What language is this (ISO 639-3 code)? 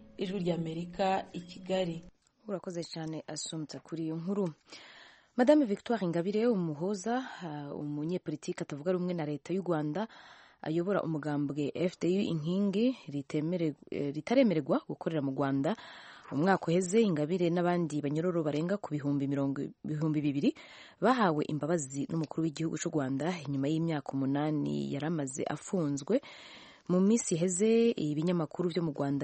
kin